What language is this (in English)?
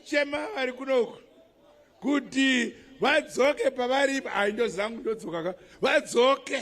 Shona